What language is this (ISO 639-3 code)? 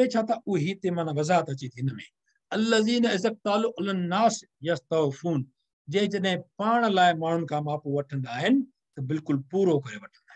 snd